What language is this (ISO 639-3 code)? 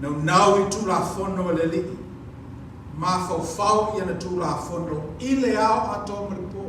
smo